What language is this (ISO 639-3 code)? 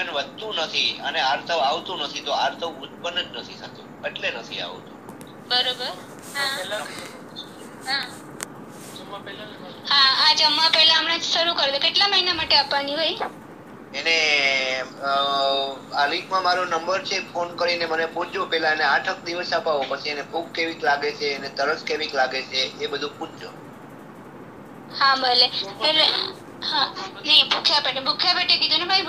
guj